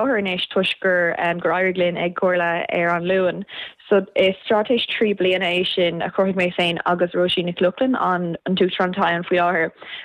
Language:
Irish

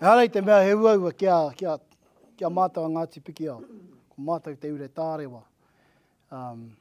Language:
Māori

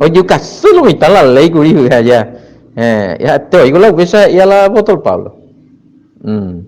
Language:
Guarani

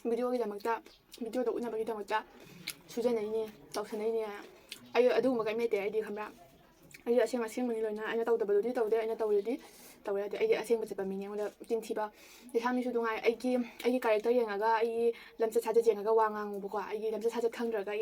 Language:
Manipuri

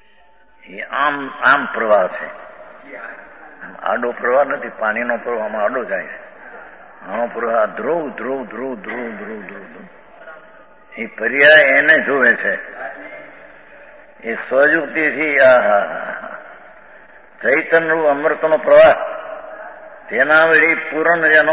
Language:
Gujarati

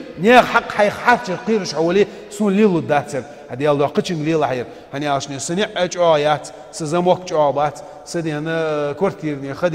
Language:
Ingush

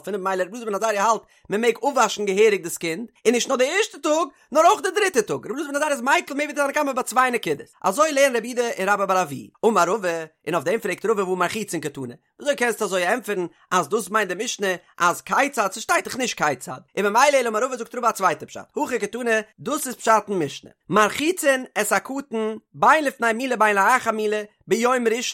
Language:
Yiddish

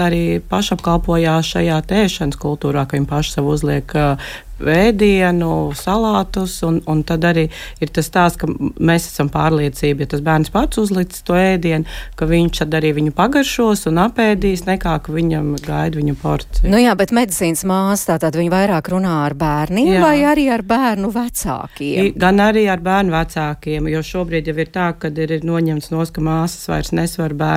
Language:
Latvian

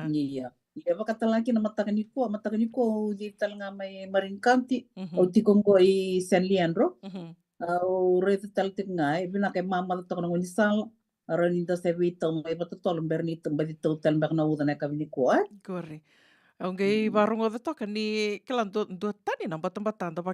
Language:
Fijian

